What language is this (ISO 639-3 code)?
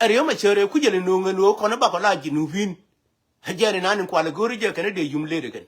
nus